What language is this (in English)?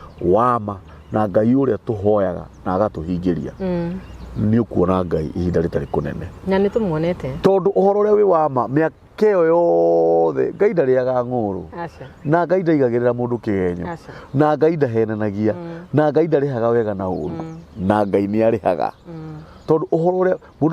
Kikuyu